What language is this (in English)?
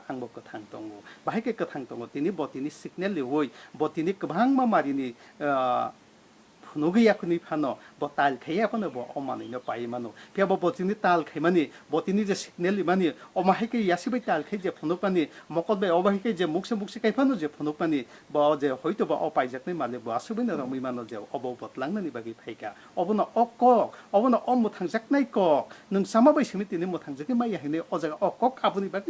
Kok Borok